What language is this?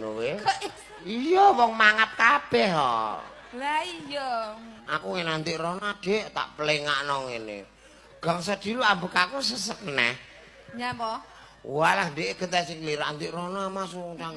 Javanese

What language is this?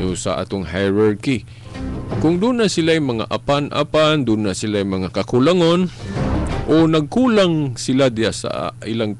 Cebuano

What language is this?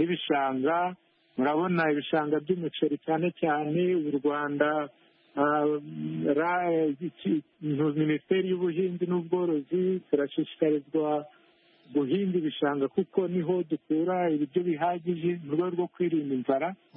Kinyarwanda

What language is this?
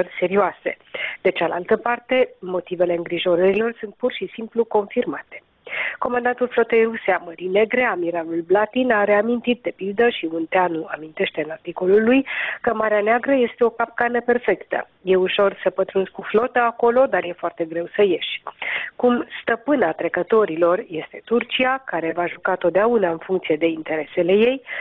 Romanian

